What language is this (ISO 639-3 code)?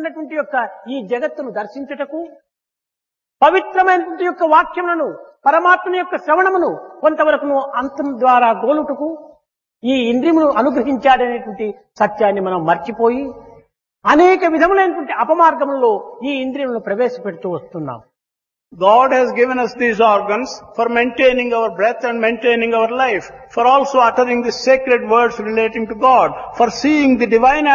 tel